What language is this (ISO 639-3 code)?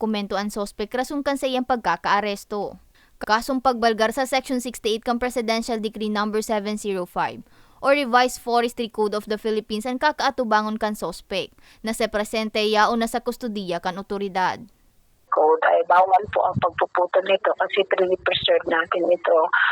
bik